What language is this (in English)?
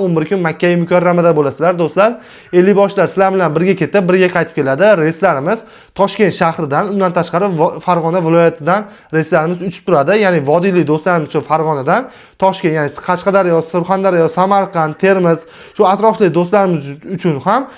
Uzbek